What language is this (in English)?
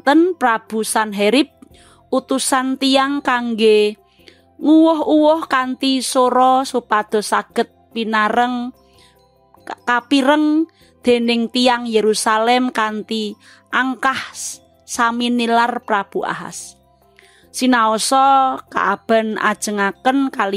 Javanese